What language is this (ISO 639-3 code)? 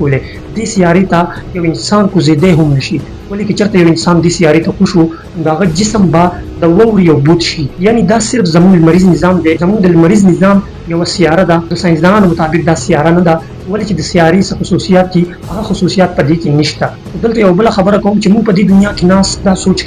pus